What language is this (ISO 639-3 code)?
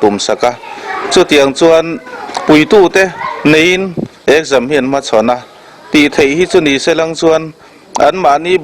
lus